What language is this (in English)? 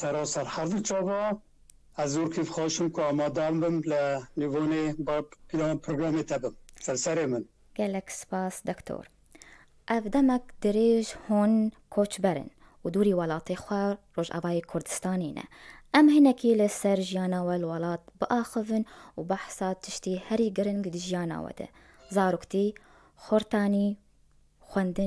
Kurdish